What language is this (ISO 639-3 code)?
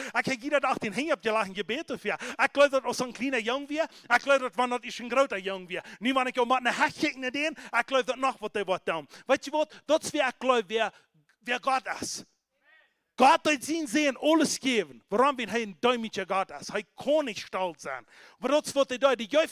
pdt